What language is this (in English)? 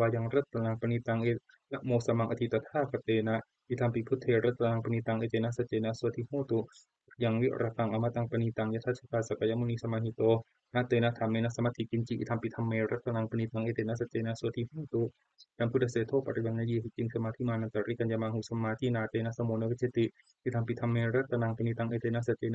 Pali